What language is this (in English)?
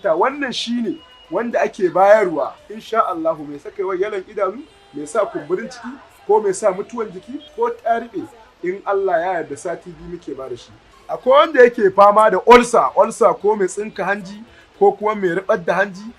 Hausa